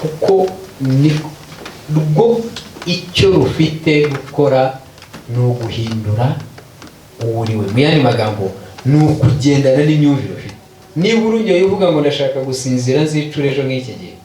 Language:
Kinyarwanda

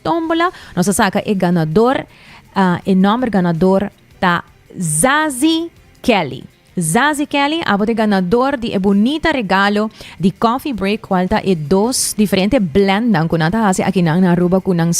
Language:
Papiamento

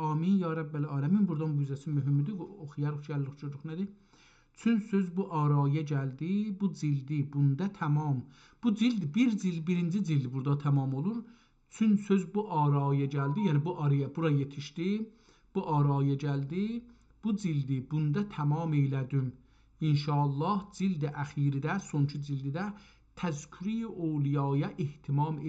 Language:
South Azerbaijani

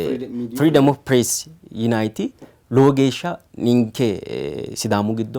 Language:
Sidamo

